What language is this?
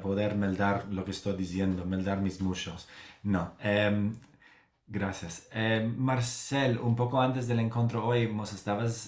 Ladino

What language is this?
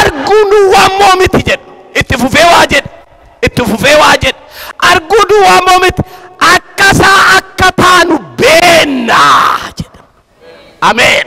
Oromo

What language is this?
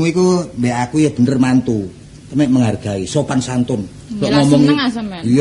Javanese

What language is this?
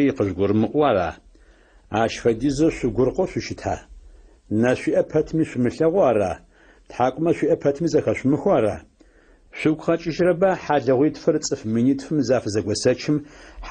Adyghe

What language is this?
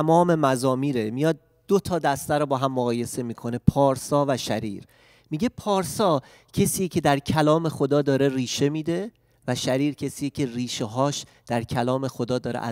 Persian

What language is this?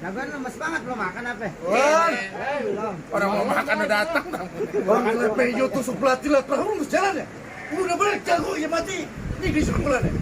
Betawi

